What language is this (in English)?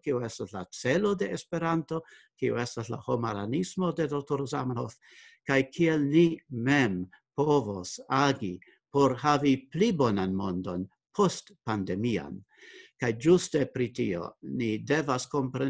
Esperanto